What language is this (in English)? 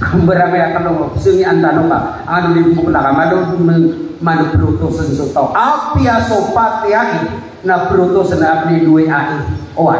Maranao